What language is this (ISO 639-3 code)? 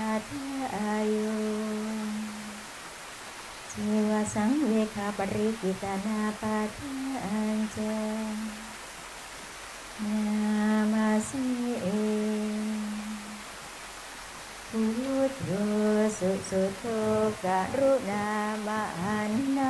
tha